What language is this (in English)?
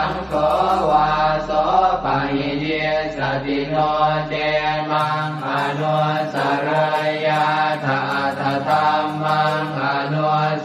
Pali